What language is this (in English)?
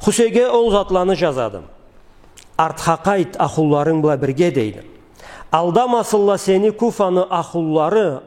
Karachay-Balkar